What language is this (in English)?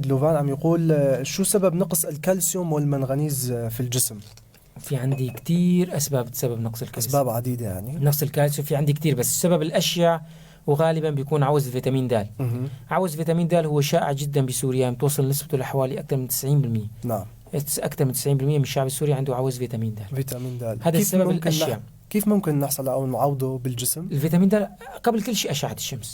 North Levantine Arabic